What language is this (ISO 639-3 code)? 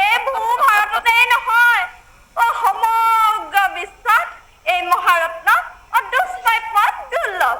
asm